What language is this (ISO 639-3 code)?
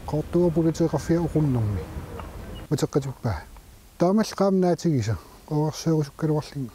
kal